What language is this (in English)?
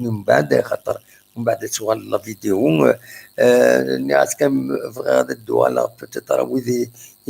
Kabyle